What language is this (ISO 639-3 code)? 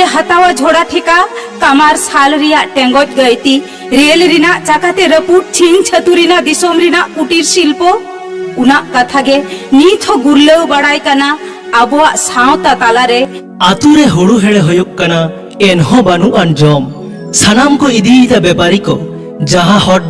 sat